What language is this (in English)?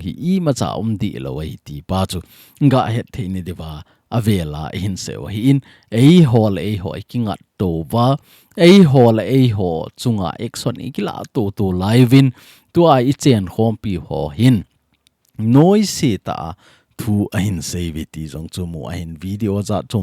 Thado Chin